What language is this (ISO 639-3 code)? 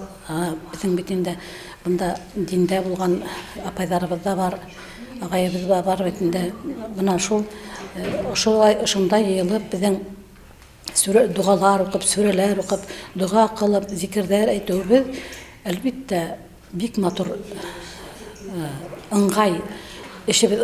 bak